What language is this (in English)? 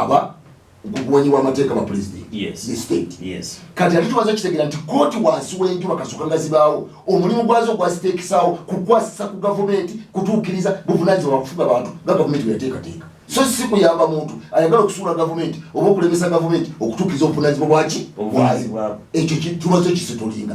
Ganda